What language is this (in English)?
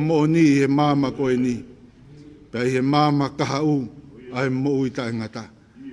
Tongan